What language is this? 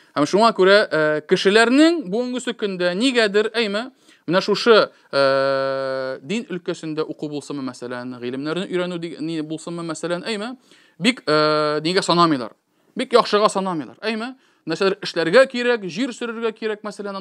Tatar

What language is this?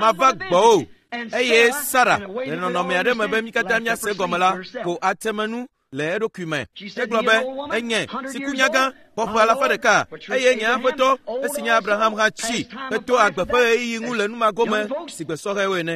Ewe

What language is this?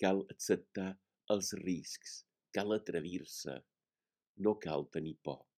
Catalan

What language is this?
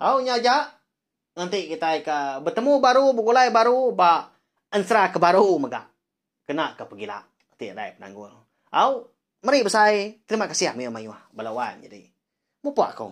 Iban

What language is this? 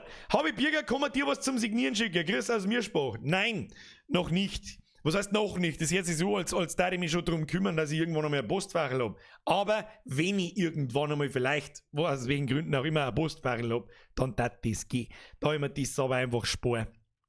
Bavarian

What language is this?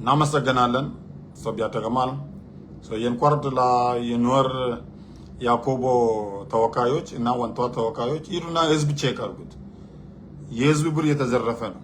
Nuer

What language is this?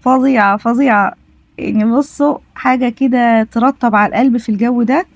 Egyptian Arabic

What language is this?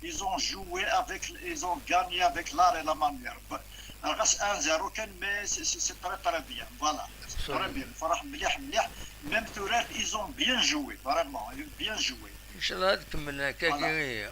Kabyle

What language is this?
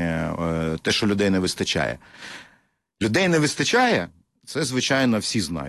Ukrainian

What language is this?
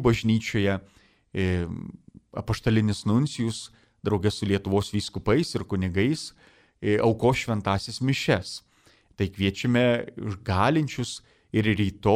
Lithuanian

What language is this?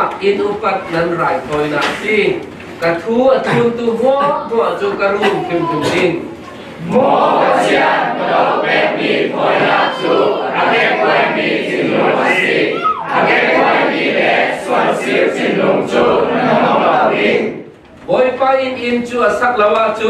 Falam Chin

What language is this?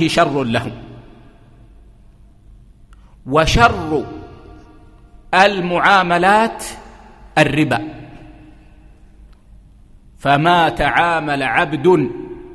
Arabic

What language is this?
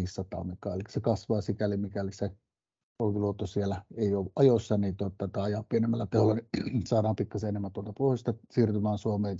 Finnish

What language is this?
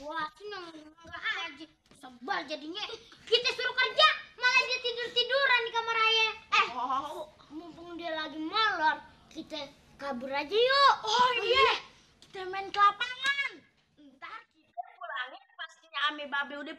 Betawi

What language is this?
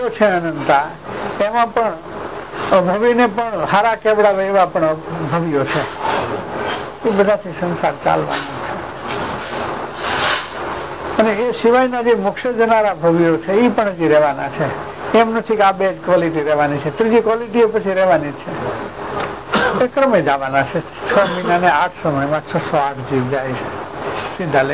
Gujarati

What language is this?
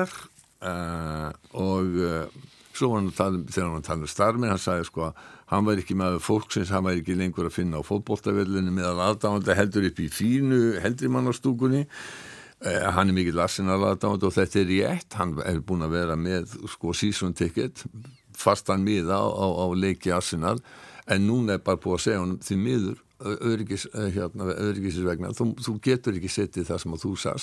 Icelandic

